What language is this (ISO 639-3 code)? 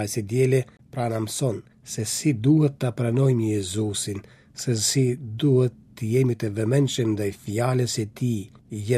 sqi